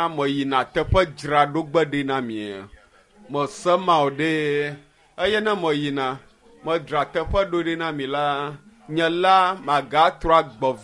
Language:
Ewe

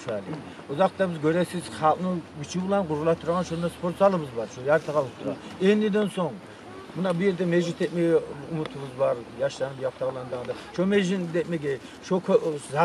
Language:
Kumyk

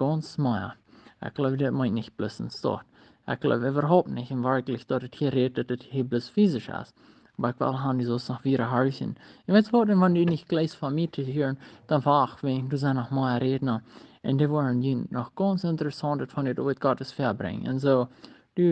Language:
Plautdietsch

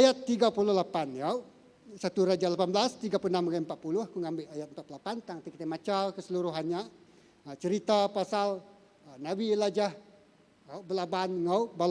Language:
Iban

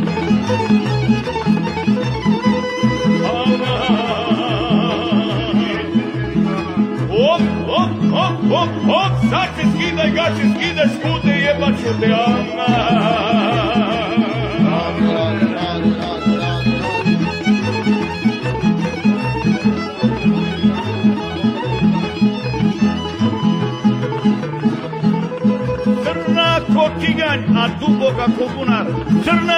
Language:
Serbian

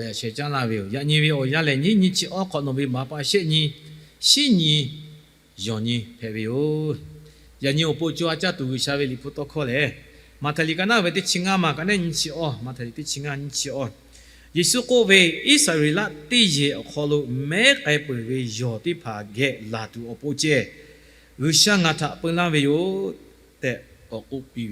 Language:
Lahu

